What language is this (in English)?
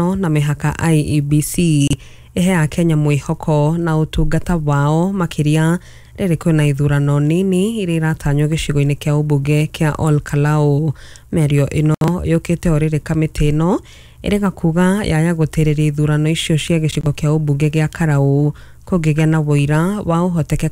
Kikuyu